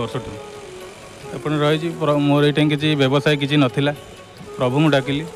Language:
Odia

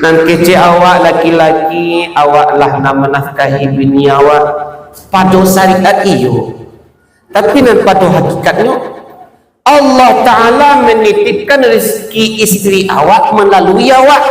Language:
Minangkabau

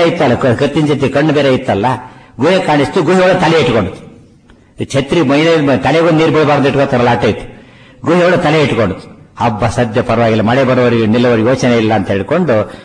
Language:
Kannada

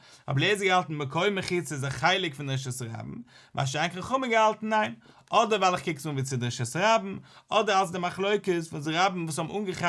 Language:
Yiddish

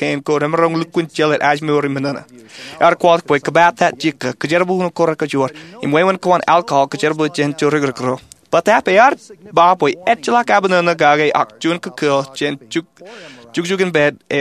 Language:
Marshallese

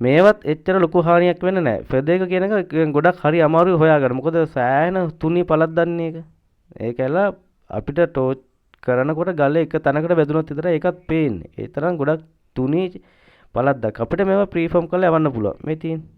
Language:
Sinhala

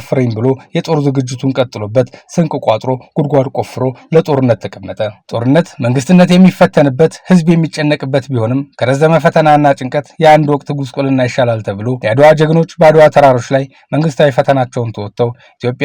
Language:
Amharic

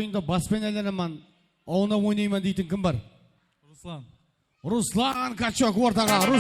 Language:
Kara-Kalpak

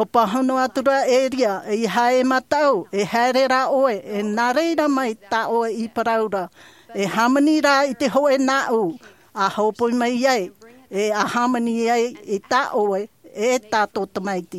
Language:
Tahitian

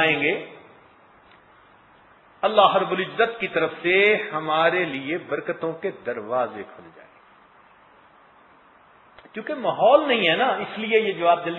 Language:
Urdu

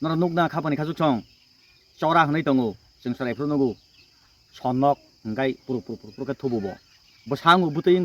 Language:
Kok Borok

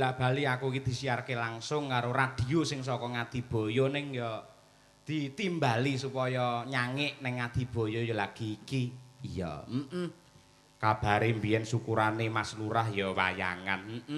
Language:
Javanese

